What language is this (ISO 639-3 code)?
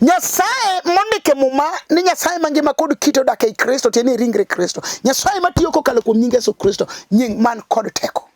luo